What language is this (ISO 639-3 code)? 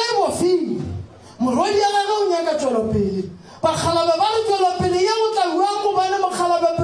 nso